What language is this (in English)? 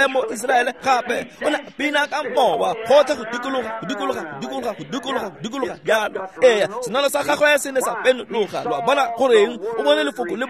Tswana